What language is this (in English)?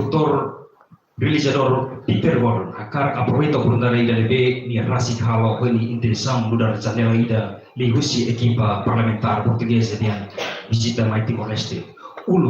Tetum